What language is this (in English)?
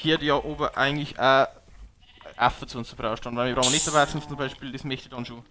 Bavarian